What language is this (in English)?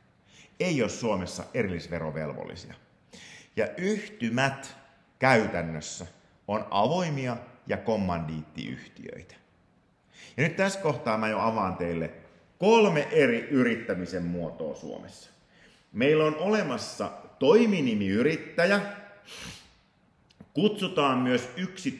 Finnish